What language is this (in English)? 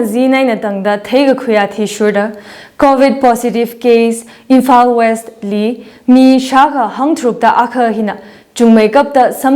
Tangkhul Naga (India)